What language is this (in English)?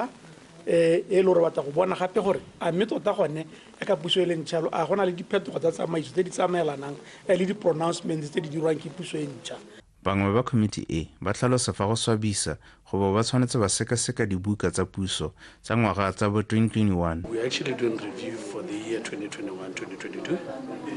Tswana